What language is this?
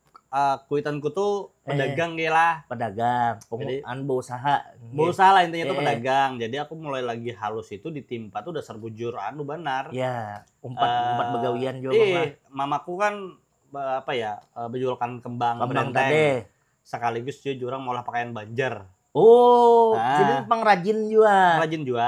Banjar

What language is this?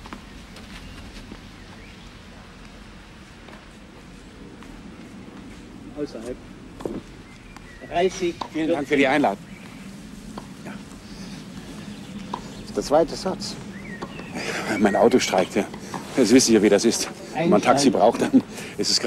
German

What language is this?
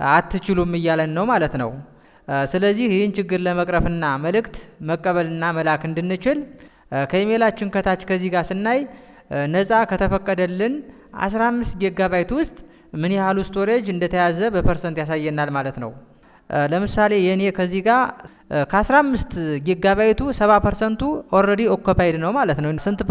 Amharic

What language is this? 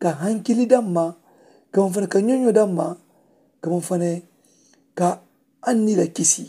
Mandingo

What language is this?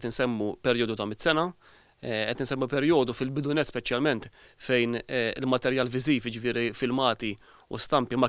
Maltese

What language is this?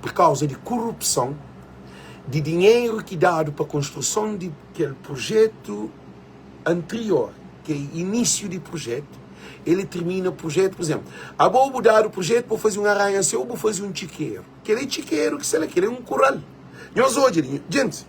Kabuverdianu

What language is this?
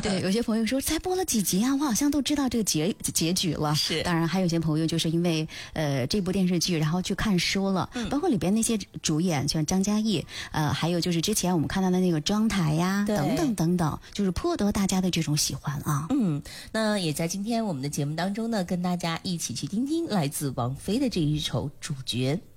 Chinese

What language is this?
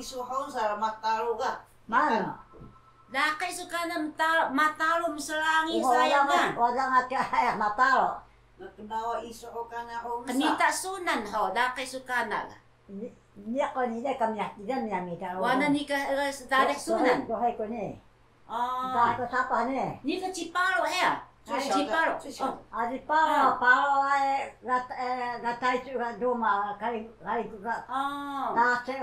Taroko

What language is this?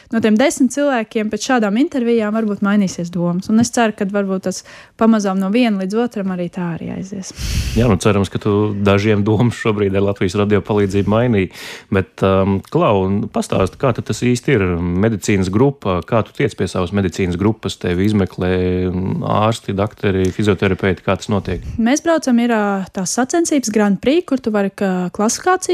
Latvian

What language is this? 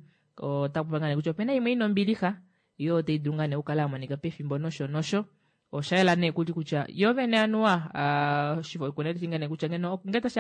Kuanyama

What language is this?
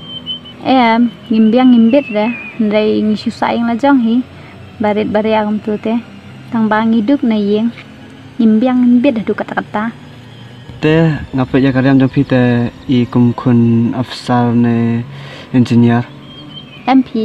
Khasi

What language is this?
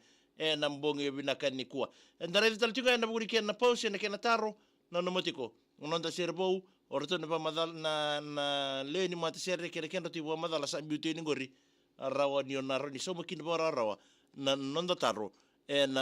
Fijian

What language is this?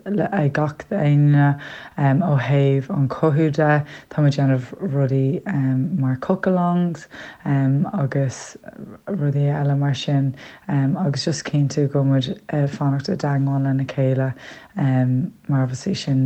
Irish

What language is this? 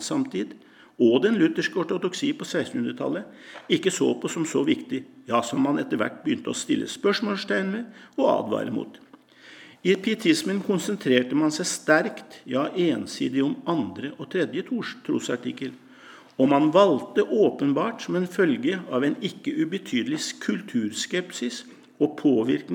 Norwegian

